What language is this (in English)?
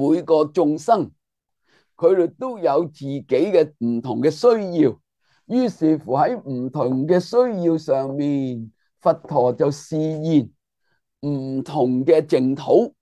Cantonese